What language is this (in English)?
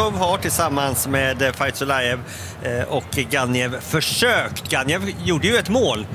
Swedish